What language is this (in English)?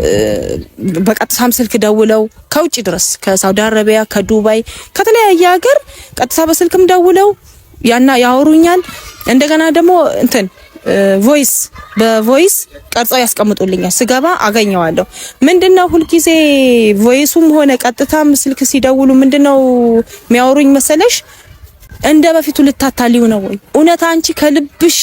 Amharic